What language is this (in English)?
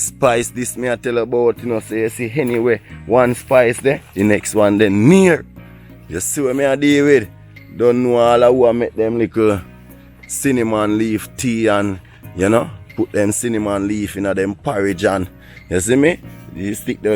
Jamaican Creole English